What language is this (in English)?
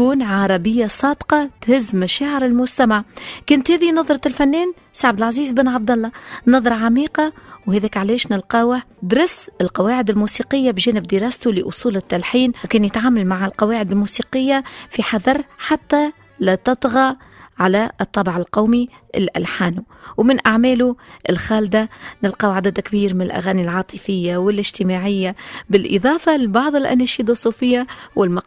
Tunisian Arabic